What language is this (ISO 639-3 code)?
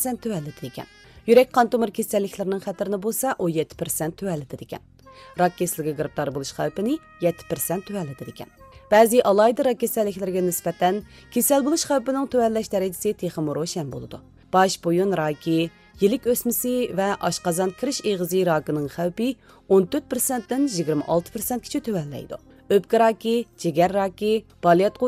uig